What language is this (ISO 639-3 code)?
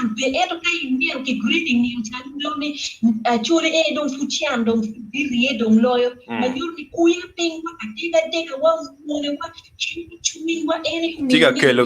ach